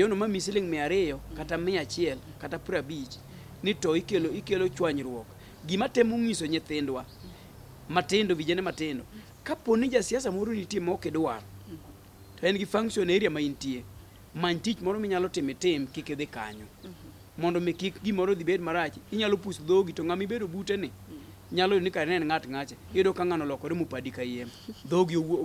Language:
Luo (Kenya and Tanzania)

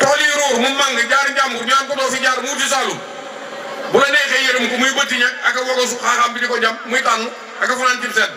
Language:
Wolof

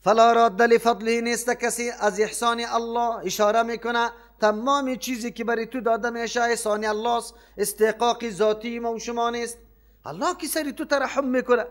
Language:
Persian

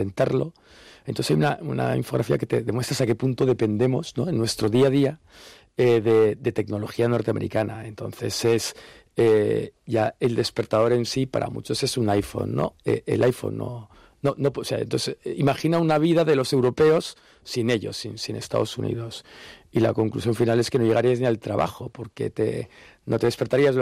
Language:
Spanish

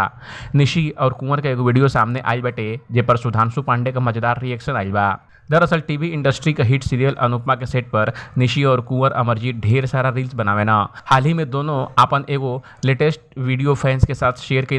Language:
Bhojpuri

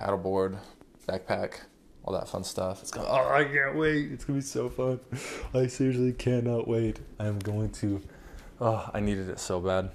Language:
English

